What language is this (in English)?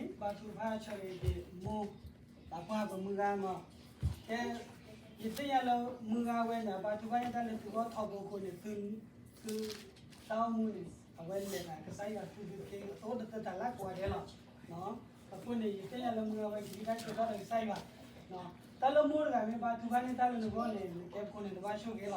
S'gaw Karen